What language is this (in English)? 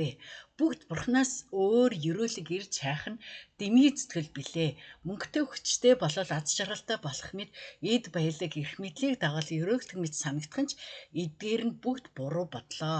Mongolian